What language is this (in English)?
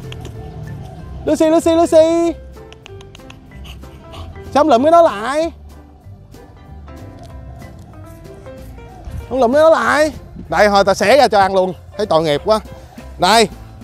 Vietnamese